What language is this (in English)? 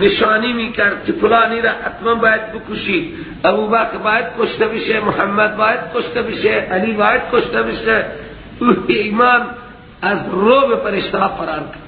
Persian